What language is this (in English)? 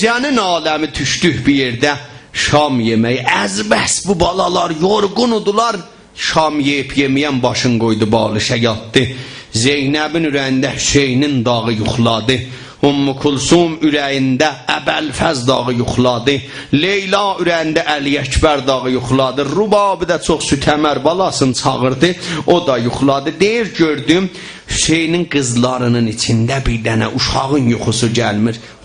South Azerbaijani